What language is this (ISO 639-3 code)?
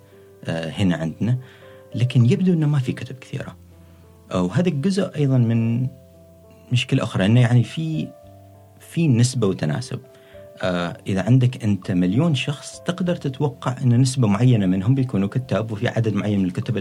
afb